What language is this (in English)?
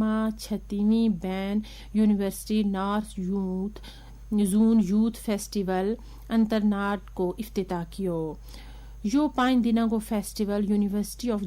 Gujari